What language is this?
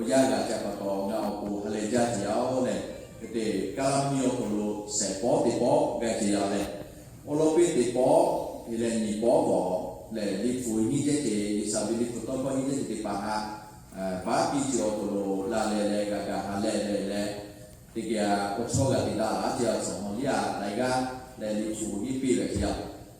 Lahu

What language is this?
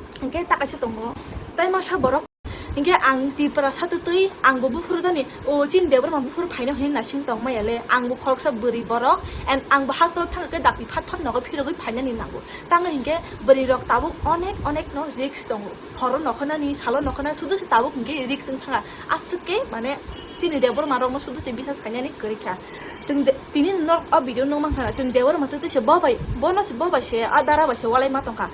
Kok Borok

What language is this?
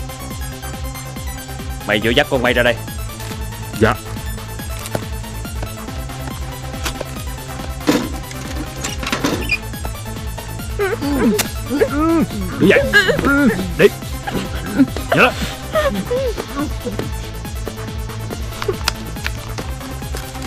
Vietnamese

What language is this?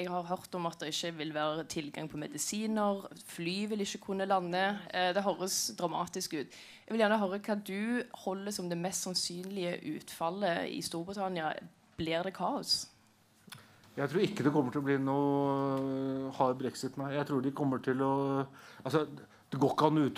Norwegian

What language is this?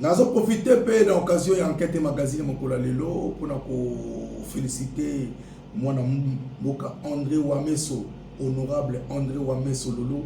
Lingala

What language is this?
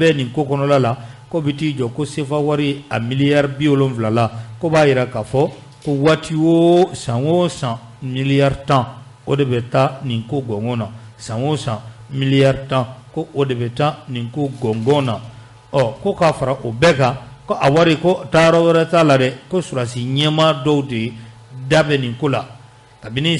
Bambara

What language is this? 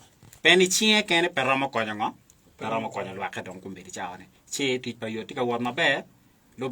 Acoli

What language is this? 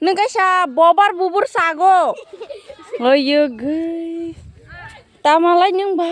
Kok Borok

